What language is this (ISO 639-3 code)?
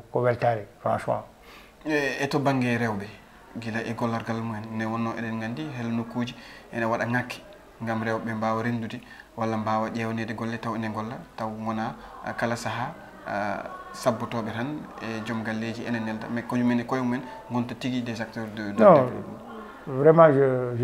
ful